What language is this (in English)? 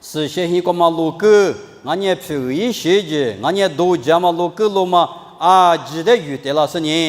Lisu